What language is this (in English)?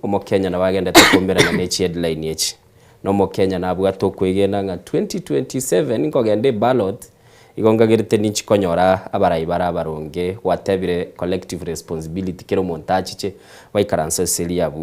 Gusii